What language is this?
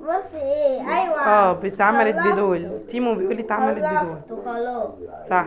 Egyptian Arabic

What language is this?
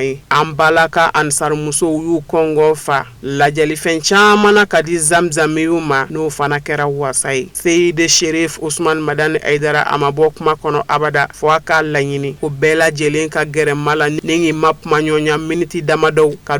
Bambara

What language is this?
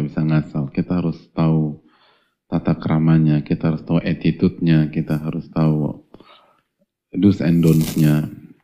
Indonesian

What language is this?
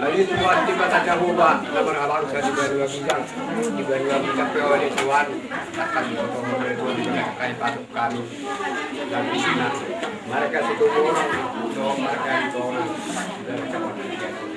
Batak Toba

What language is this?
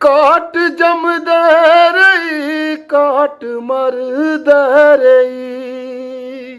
Dogri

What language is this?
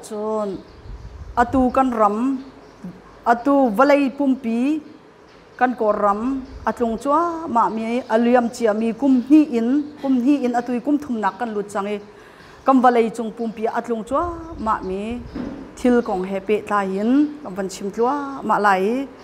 Hakha Chin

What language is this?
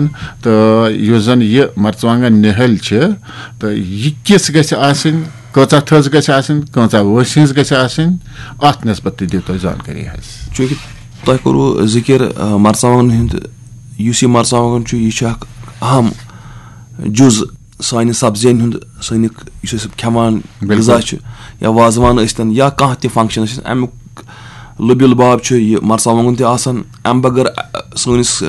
Kashmiri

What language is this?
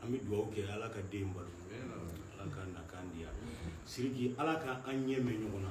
Bambara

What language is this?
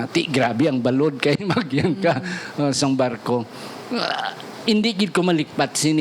Hiligaynon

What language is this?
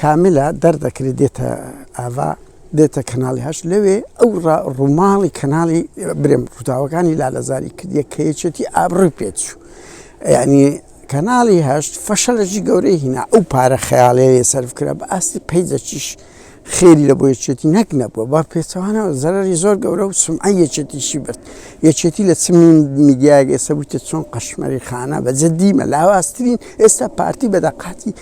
Central Kurdish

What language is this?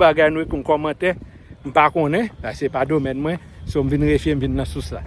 Haitian Creole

